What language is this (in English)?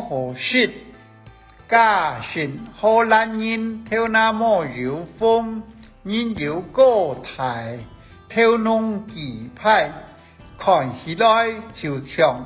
Hakka Chinese